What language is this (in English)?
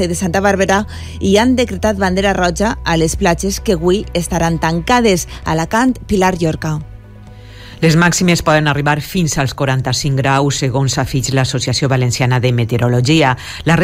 Catalan